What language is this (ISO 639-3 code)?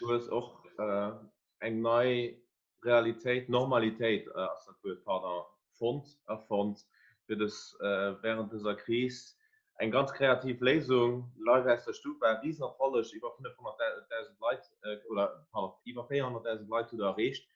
ltz